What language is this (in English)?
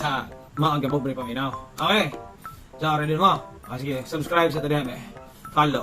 Cebuano